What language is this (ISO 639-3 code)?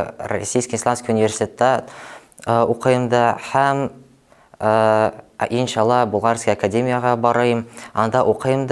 bak